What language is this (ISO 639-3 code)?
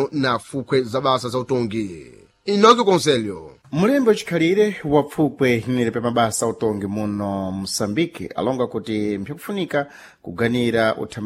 seh